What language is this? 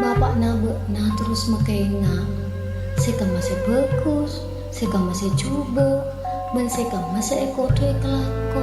Madurese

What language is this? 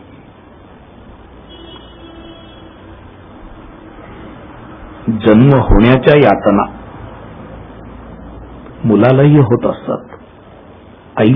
Marathi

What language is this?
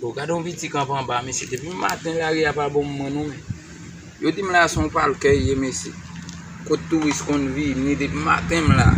Haitian Creole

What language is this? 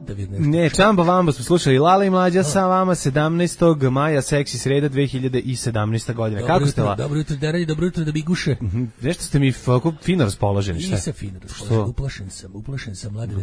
Serbian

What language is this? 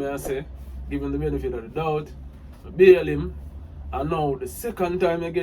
Jamaican Creole English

